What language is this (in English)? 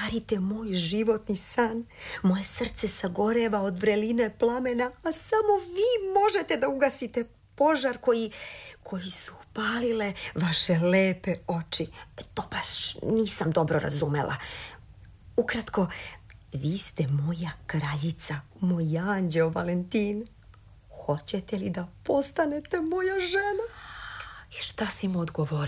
Serbian